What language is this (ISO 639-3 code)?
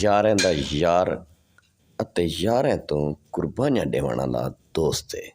skr